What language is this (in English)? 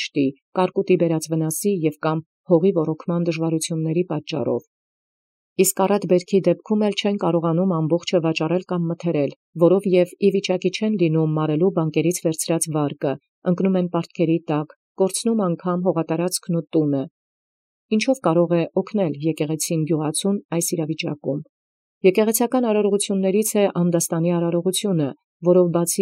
Armenian